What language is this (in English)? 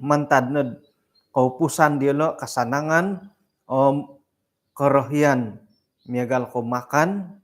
Central Dusun